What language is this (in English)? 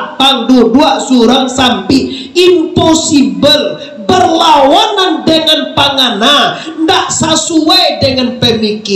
Minangkabau